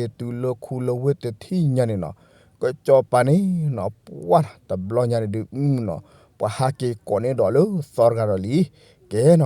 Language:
S'gaw Karen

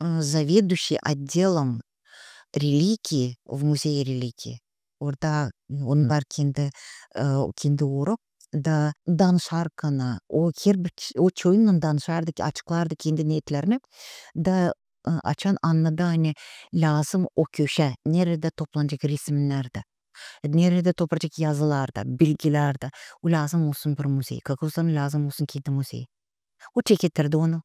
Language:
Gagauz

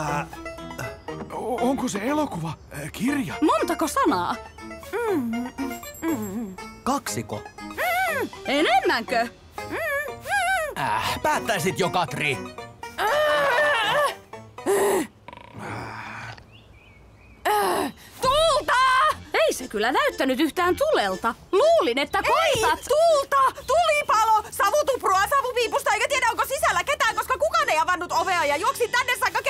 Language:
Finnish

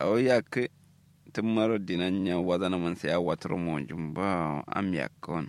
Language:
Kanuri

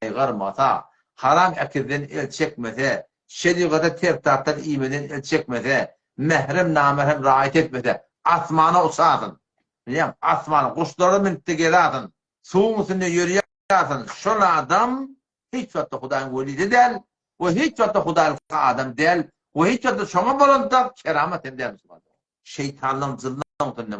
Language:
Turkmen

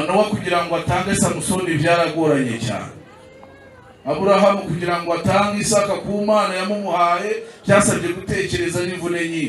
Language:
Kinyarwanda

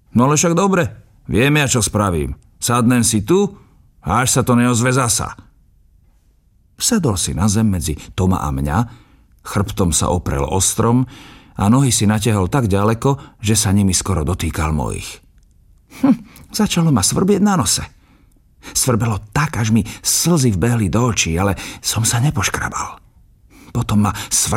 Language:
Slovak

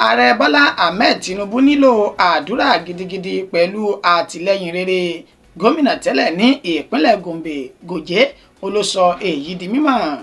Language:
Yoruba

